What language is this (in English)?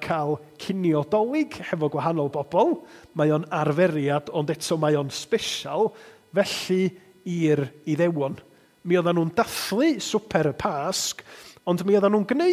Welsh